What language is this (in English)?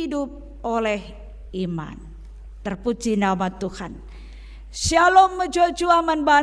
Batak Karo